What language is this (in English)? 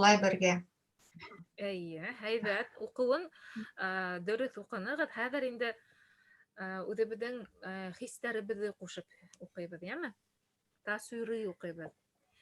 Bashkir